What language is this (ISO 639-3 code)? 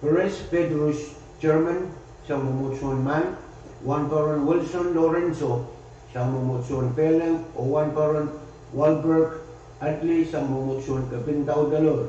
pon